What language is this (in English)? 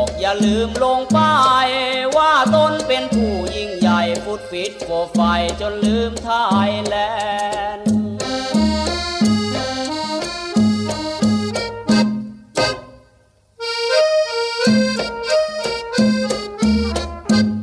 Thai